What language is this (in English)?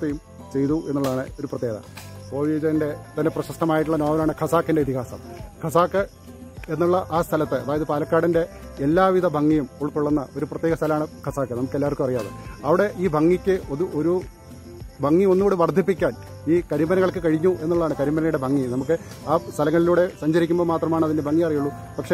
Malayalam